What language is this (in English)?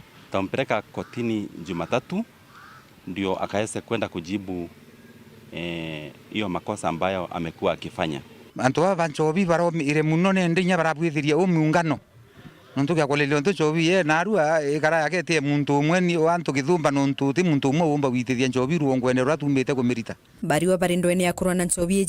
Meru